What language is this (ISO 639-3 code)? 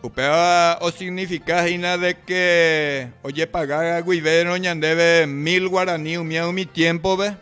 grn